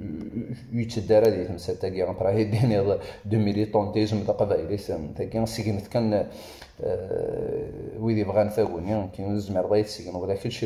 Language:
Kabyle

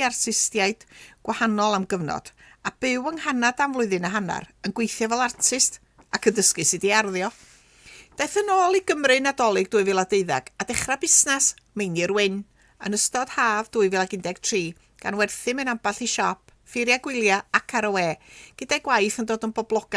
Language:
Welsh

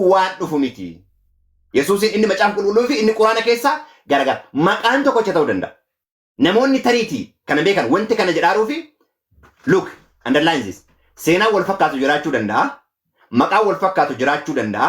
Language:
Oromo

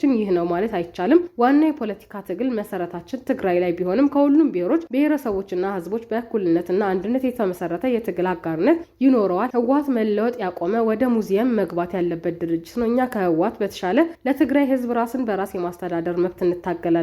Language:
Amharic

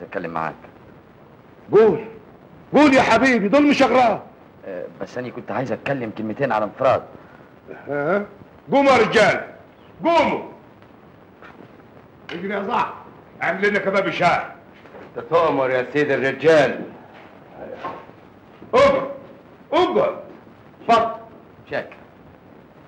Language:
Egyptian Arabic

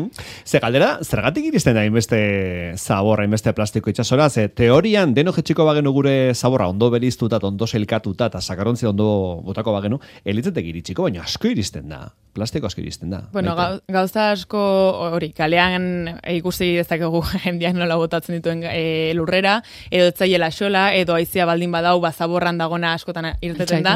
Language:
Basque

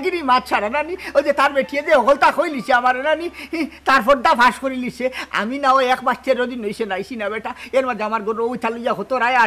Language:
Sylheti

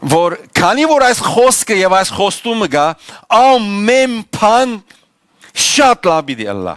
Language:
Western Armenian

